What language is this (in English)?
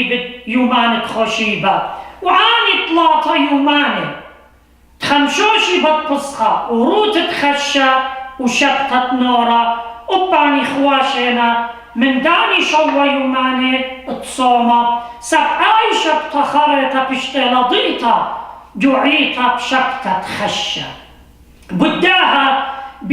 Assyrian Neo-Aramaic